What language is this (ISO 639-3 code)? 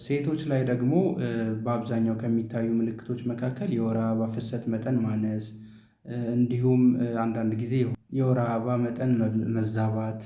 amh